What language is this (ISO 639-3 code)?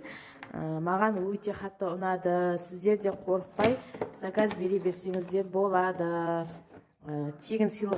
kaz